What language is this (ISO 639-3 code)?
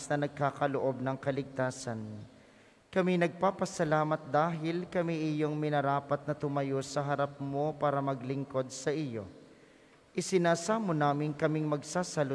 fil